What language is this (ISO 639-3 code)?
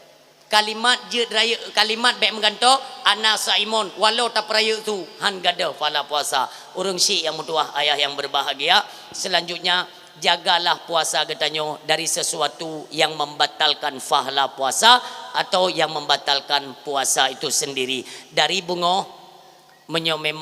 ace